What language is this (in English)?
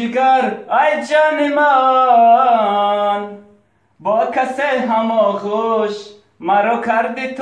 Tajik